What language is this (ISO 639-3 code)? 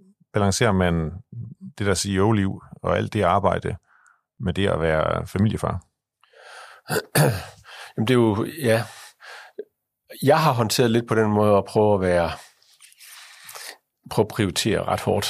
dan